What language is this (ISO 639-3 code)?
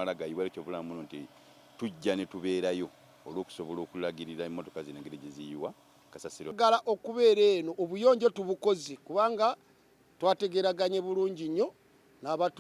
lug